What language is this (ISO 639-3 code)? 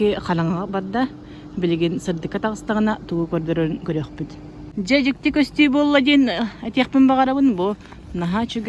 sah